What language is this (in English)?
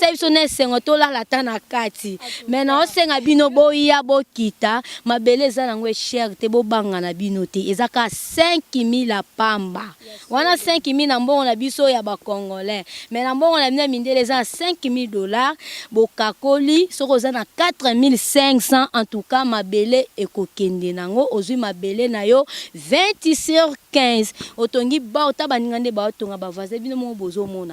Lingala